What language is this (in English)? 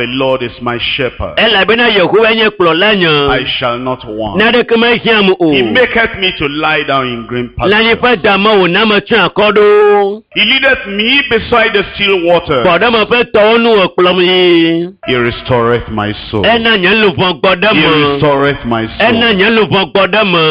Ewe